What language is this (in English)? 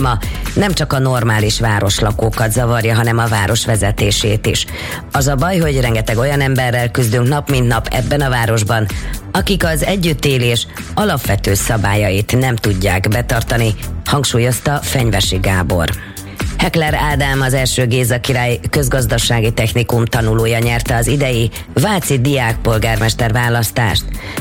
Hungarian